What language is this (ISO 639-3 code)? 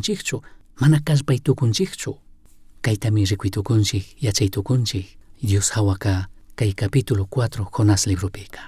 qug